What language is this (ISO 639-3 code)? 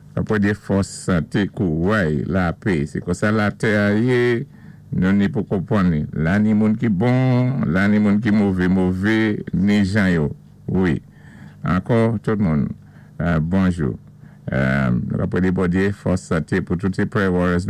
acf